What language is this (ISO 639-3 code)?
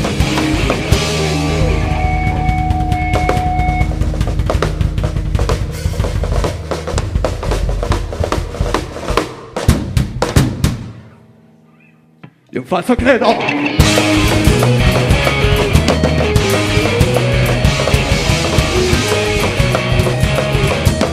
ita